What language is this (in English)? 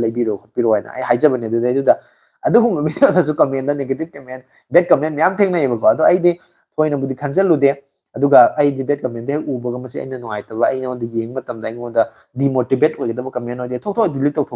Manipuri